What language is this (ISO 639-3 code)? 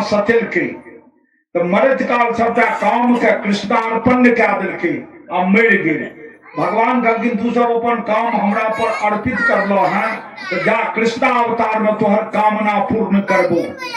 mai